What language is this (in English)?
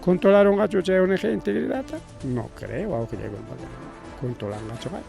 Ayacucho Quechua